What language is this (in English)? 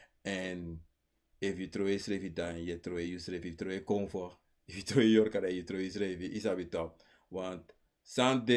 Sranan Tongo